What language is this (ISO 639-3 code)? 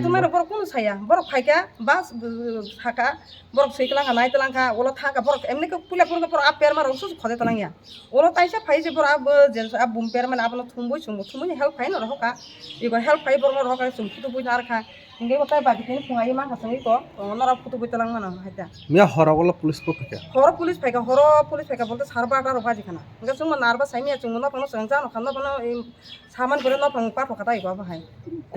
trp